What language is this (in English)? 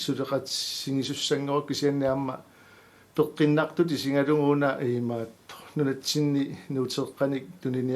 Kalaallisut